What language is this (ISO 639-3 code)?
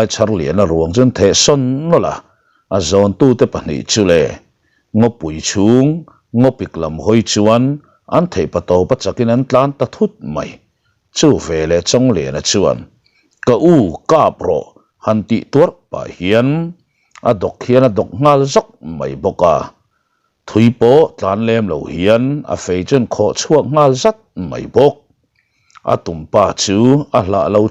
lus